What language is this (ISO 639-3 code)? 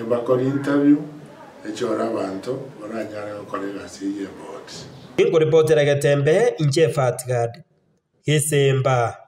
guz